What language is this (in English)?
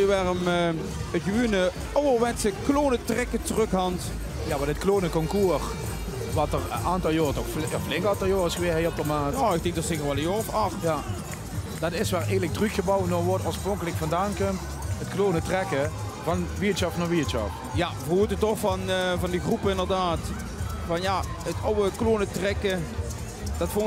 Limburgish